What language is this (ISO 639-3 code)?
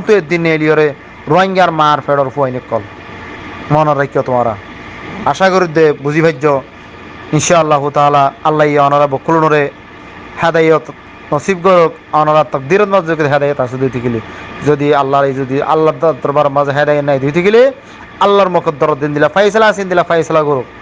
rhg